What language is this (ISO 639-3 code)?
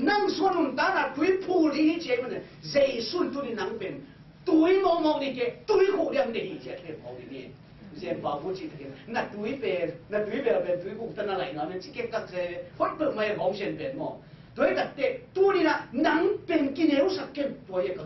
ctd